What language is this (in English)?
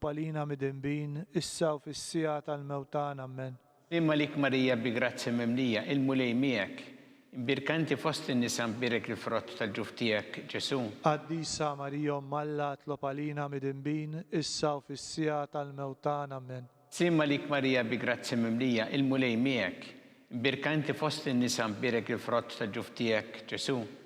Maltese